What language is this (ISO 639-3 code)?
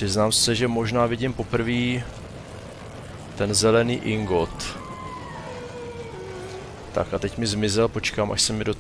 ces